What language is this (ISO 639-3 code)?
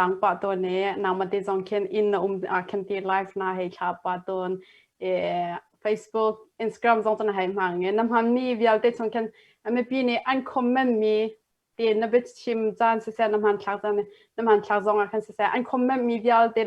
cnh